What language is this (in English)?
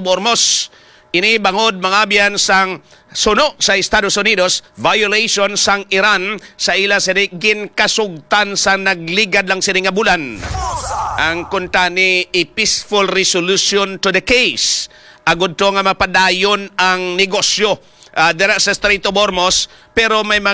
Hiligaynon